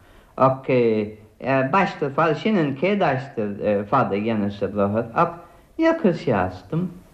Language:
Irish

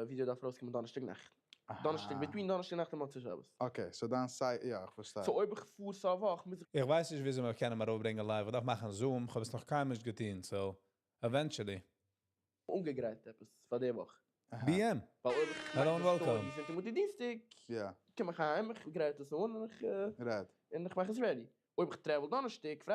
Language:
Yiddish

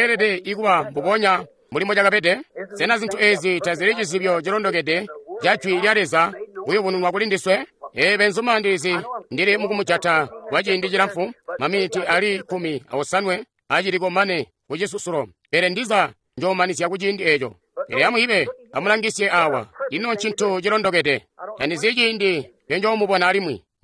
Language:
Tonga (Zambia)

